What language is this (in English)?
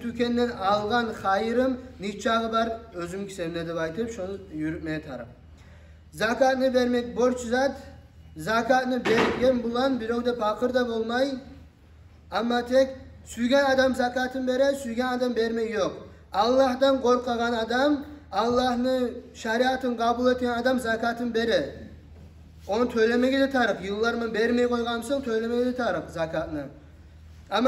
Kumyk